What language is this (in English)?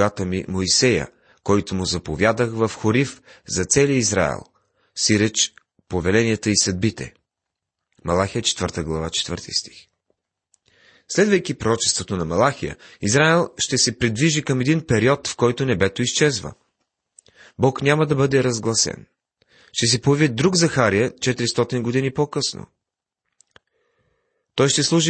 Bulgarian